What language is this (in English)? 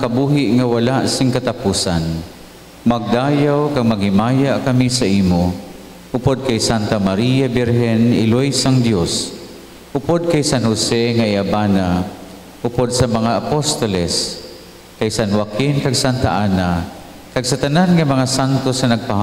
Hiligaynon